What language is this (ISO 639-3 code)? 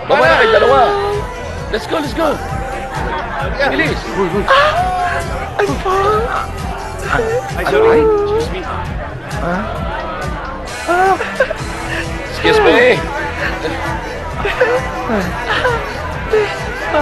fil